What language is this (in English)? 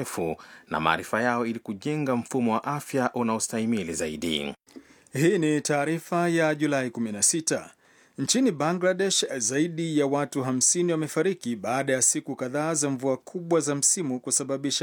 Swahili